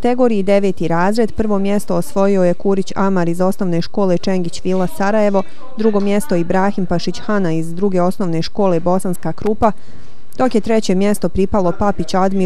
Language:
Bosnian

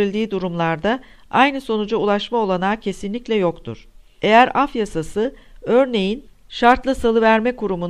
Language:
Turkish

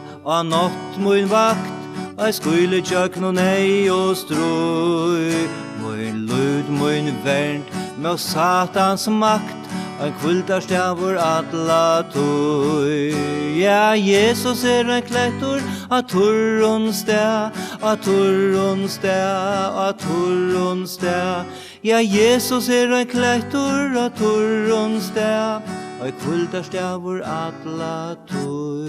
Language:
Faroese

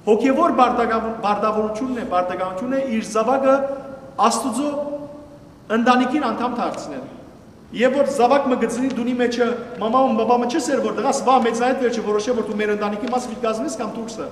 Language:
Western Armenian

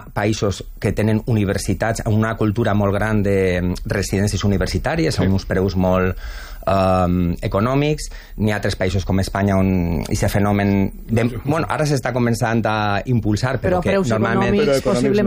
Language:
Catalan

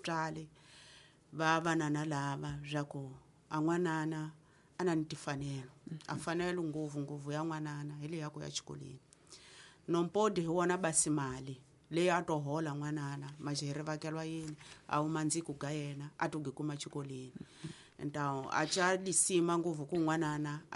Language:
Tsonga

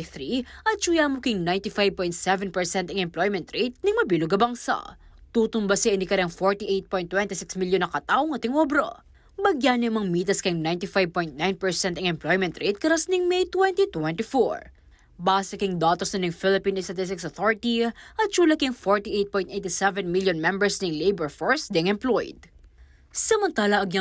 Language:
Pampanga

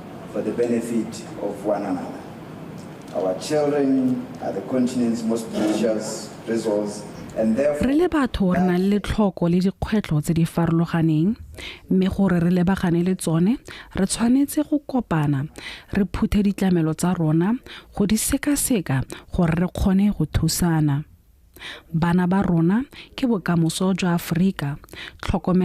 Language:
Tswana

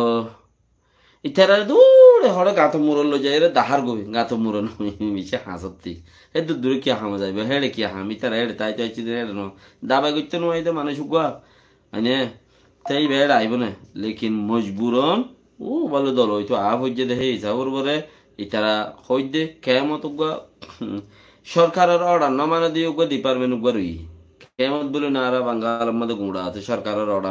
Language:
Rohingya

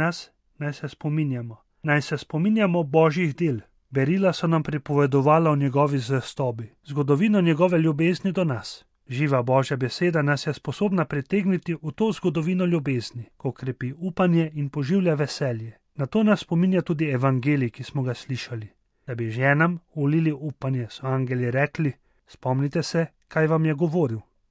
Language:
Slovenian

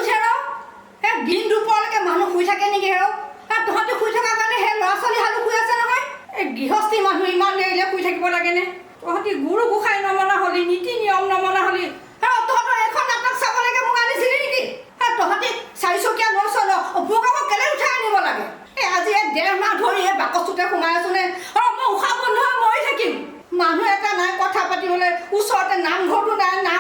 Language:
Assamese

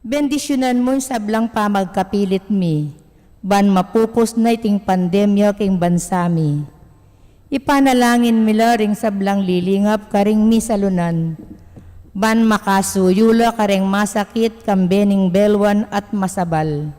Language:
Pampanga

